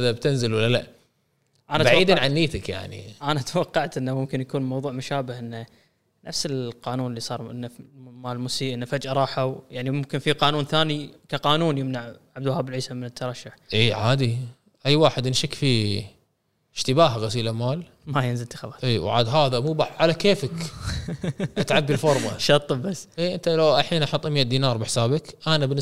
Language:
Gulf Arabic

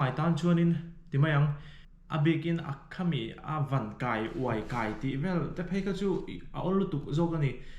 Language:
Mizo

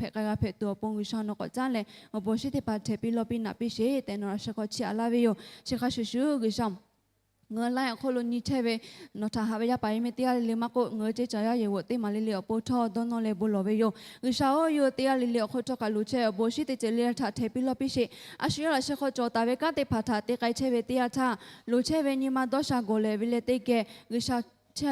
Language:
Lahu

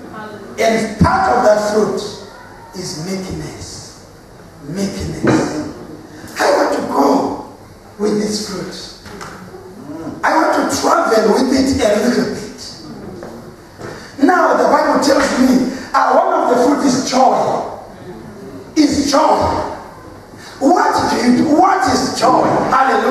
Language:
English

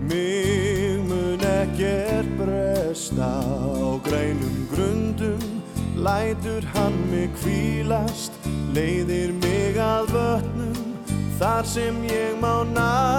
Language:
Icelandic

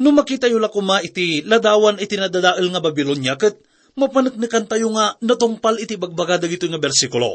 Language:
Iloko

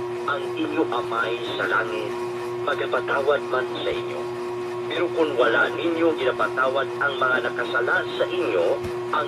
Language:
Hiligaynon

